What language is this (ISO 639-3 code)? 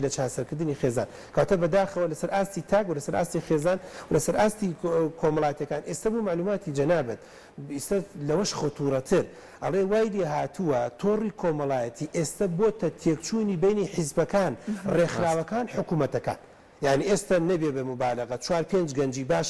ckb